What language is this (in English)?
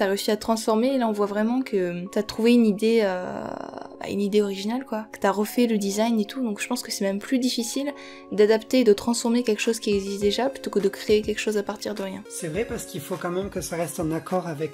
French